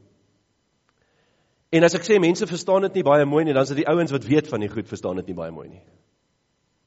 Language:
Afrikaans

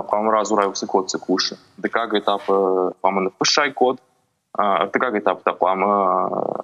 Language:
Ossetic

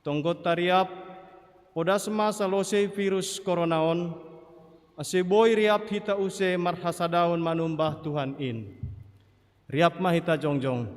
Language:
Batak Simalungun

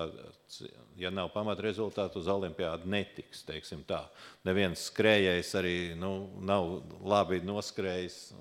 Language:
Latvian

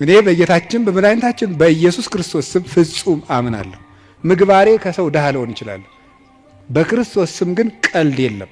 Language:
Amharic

